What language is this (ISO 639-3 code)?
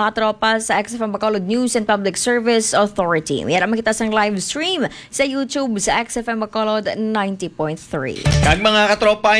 hil